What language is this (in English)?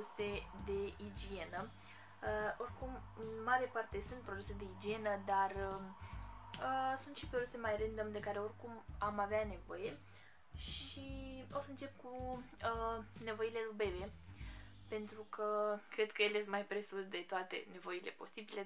Romanian